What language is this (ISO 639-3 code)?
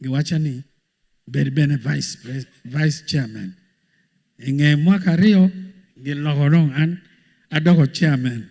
ach